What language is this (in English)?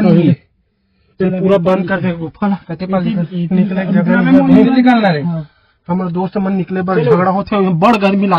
Chhattisgarhi